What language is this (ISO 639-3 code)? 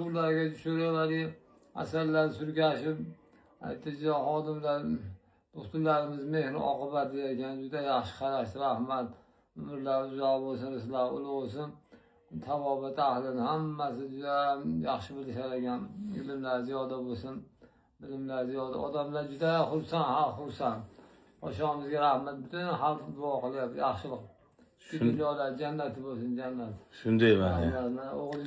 uzb